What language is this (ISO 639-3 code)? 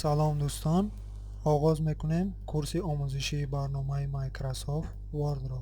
tgk